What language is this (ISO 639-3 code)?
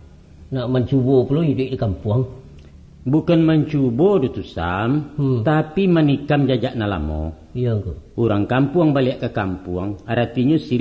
min